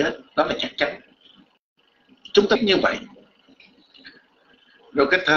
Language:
Vietnamese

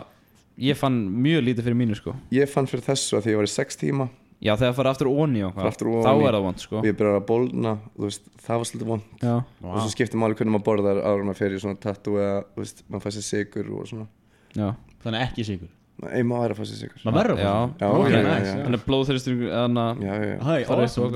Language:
Icelandic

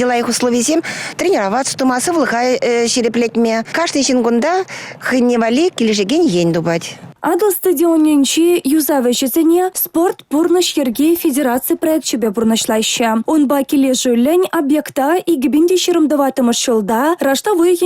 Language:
Chuvash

